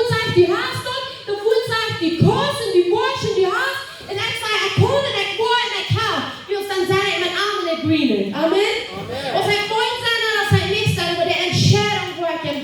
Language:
Plautdietsch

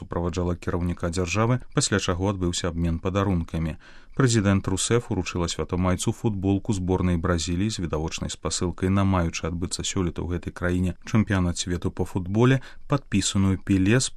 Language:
Belarusian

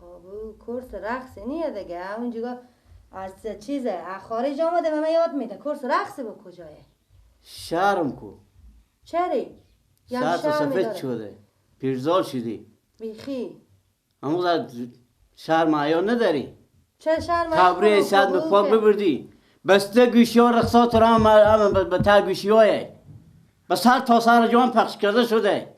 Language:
Persian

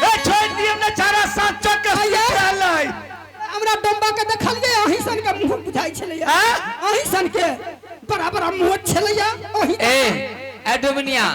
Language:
Maithili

